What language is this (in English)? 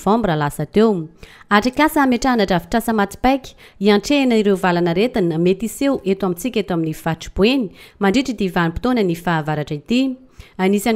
Malagasy